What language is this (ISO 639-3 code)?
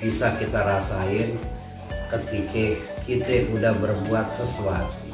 bew